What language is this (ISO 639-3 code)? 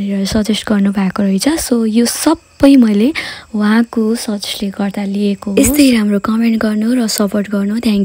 nep